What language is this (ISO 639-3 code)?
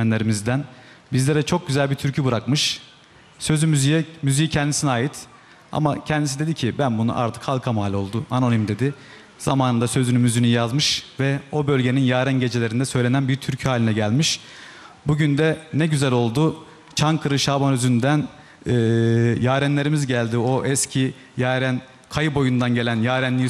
tur